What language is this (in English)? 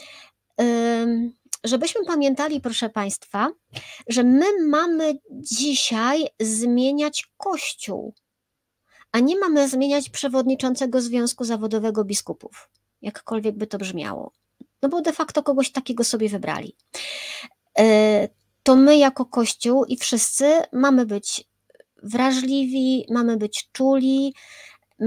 Polish